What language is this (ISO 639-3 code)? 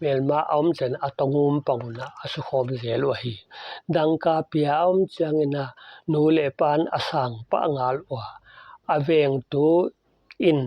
pck